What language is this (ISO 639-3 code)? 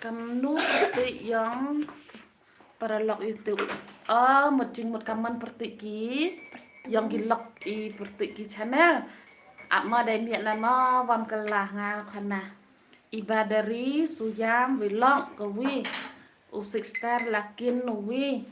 kha